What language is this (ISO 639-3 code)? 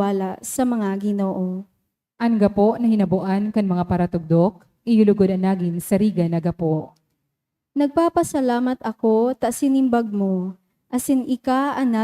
bik